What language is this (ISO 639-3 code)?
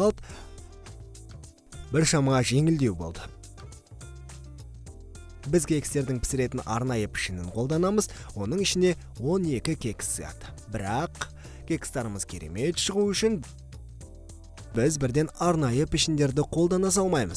kaz